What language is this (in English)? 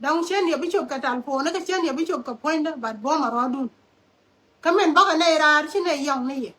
Nuer